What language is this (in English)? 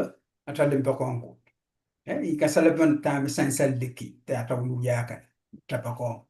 Pohnpeian